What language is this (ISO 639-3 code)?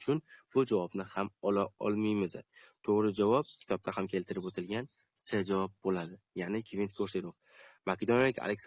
uzb